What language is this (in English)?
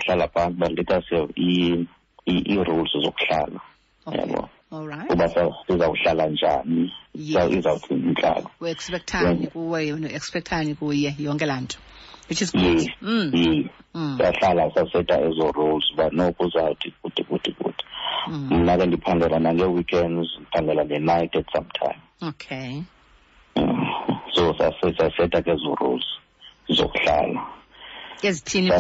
Xhosa